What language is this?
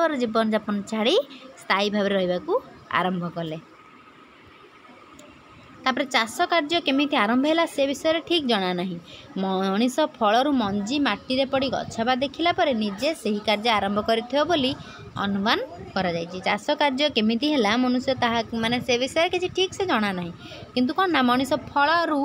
Odia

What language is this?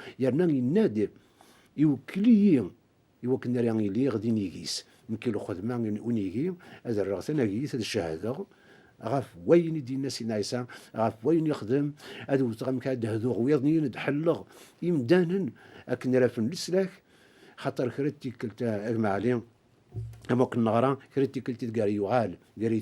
Kabyle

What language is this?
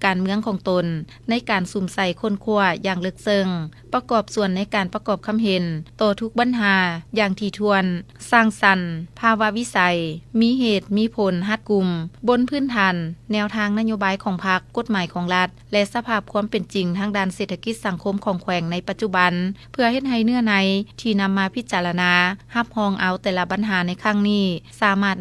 Lao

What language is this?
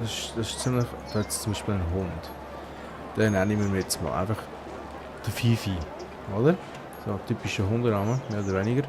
Swiss German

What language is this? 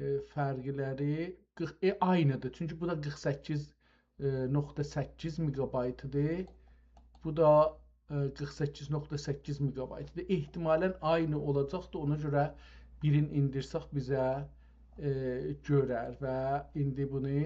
South Azerbaijani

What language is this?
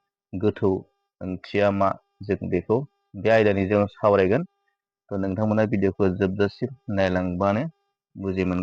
Bodo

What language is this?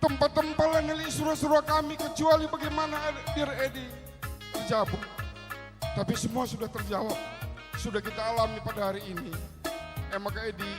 Batak Karo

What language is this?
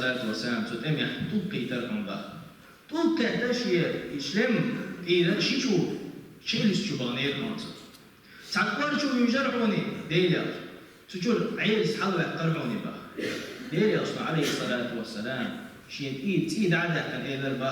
Chechen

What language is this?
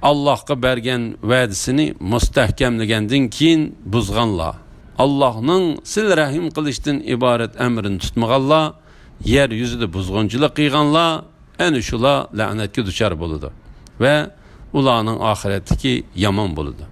Uyghur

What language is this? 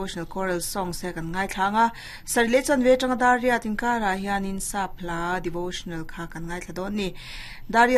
Mizo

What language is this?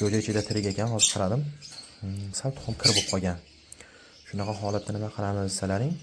Uzbek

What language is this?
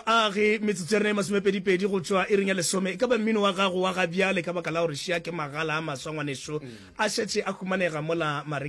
Northern Sotho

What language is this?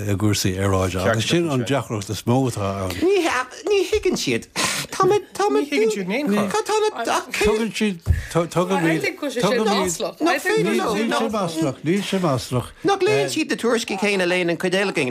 Irish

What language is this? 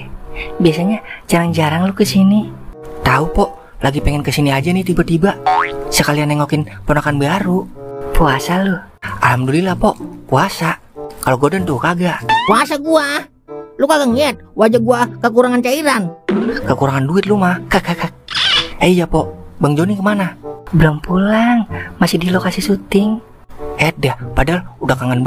Betawi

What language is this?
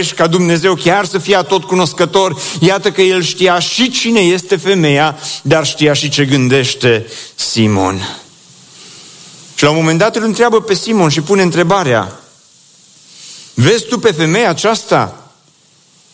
Romanian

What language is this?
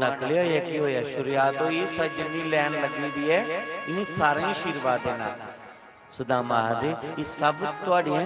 Dogri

